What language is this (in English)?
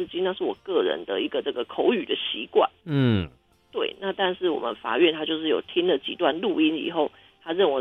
Chinese